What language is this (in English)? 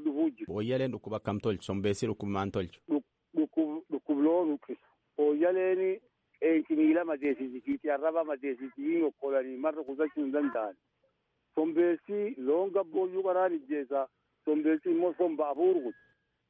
Oromo